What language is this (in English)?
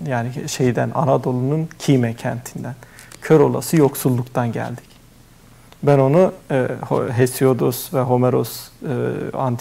Turkish